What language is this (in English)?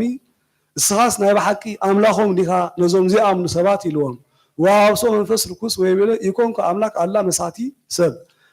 Geez